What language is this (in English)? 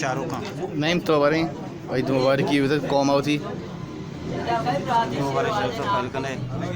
Baluchi